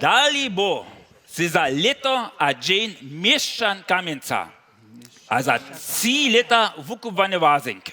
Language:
Upper Sorbian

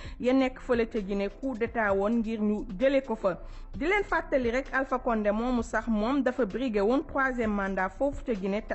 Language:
Wolof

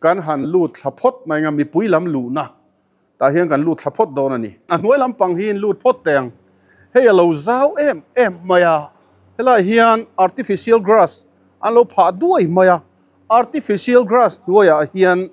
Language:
Mizo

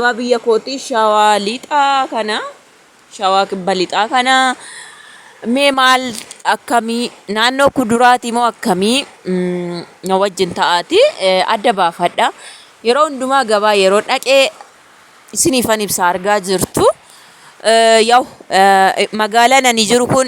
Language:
Oromo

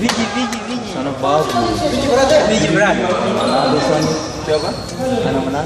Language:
Ambonese Malay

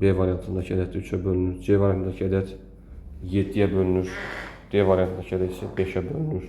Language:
Azerbaijani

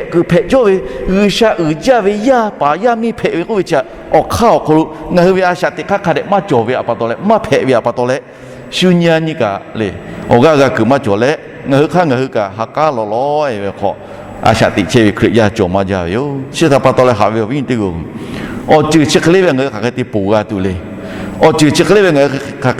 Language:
Lahu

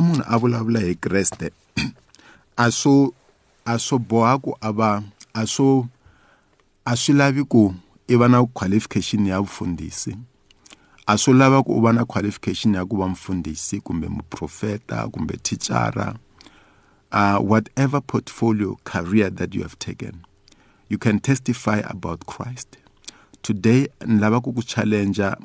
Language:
Tsonga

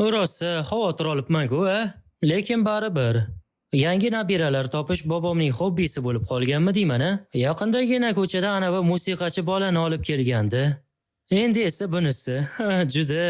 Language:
Uzbek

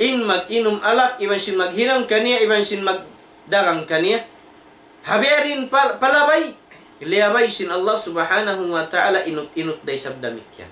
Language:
Tausug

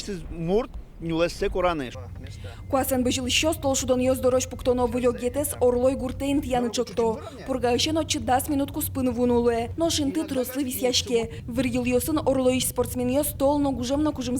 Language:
Udmurt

